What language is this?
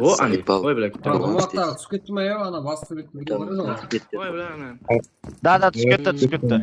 Kara-Kalpak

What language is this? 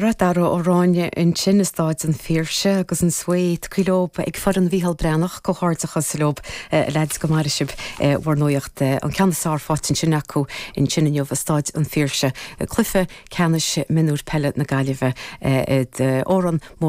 Irish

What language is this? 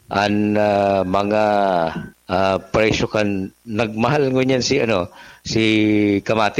Bikol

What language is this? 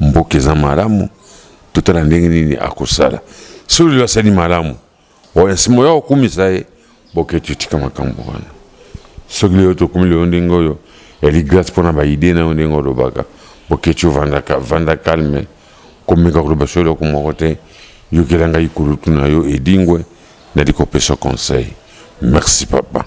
Lingala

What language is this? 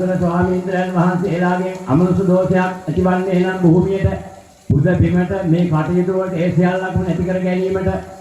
Sinhala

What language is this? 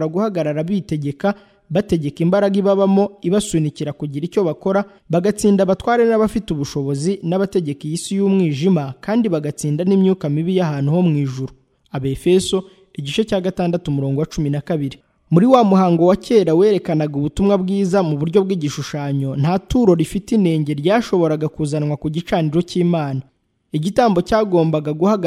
Kinyarwanda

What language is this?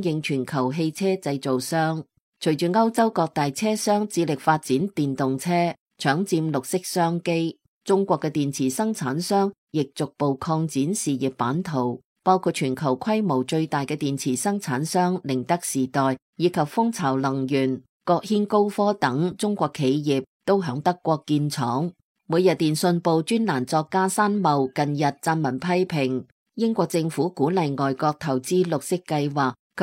Cantonese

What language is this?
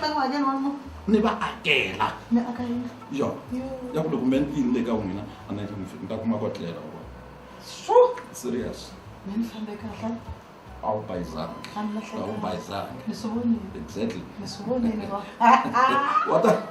Tsonga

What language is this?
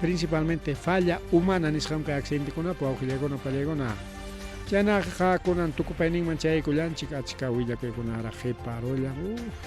Ayacucho Quechua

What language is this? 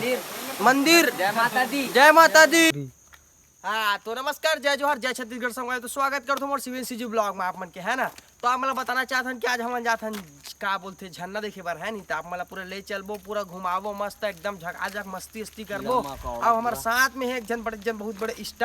Chhattisgarhi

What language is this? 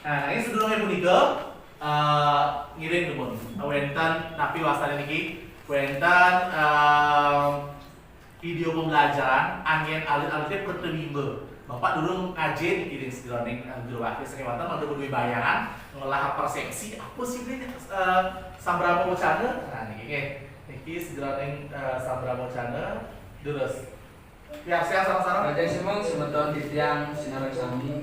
Balinese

